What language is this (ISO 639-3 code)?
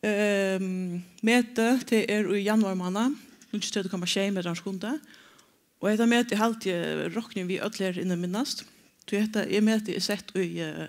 fao